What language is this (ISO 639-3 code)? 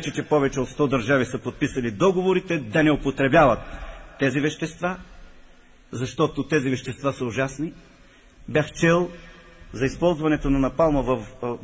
bul